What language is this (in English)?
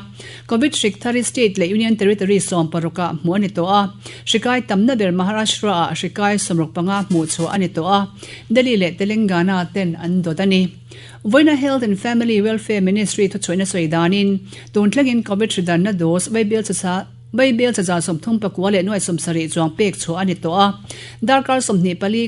Mizo